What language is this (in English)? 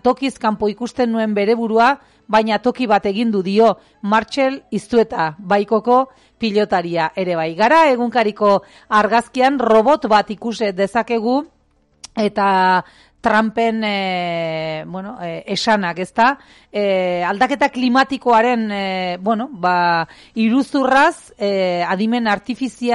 Basque